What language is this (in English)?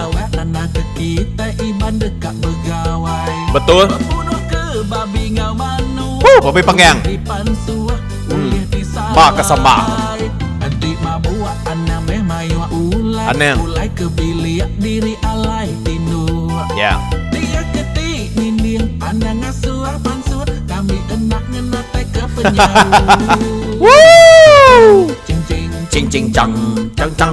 Iban